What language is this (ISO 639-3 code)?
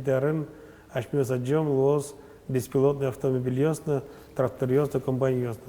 udm